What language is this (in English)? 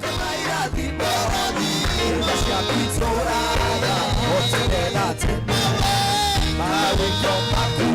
Kikuyu